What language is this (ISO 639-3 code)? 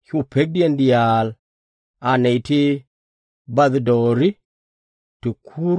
nus